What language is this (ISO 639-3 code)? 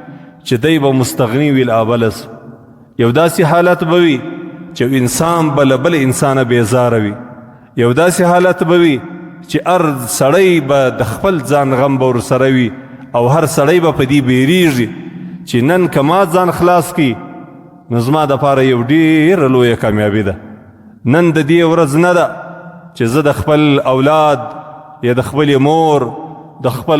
pus